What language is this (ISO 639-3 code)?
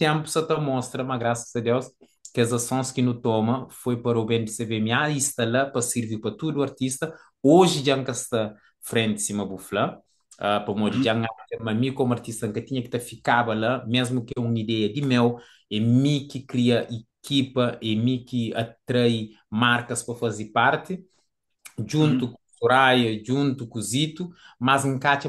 kea